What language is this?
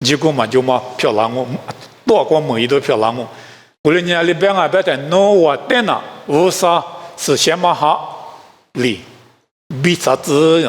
Lisu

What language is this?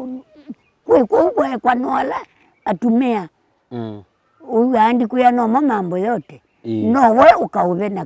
Kamba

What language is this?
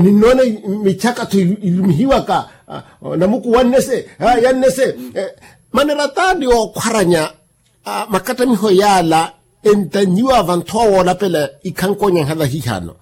Makhuwa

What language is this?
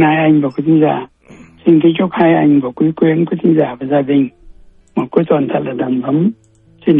Vietnamese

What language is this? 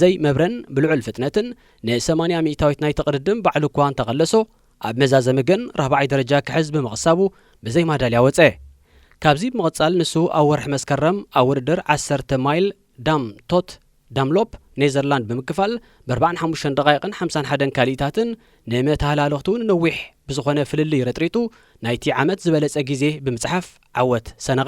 Tigrinya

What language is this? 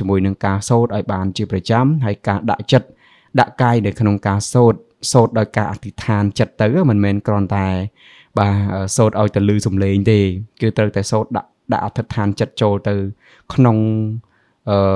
Khmer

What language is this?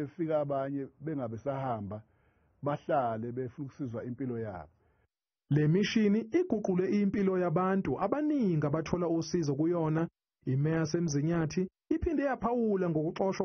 Zulu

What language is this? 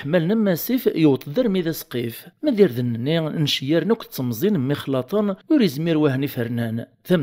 Kabyle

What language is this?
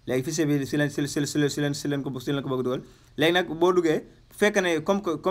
Wolof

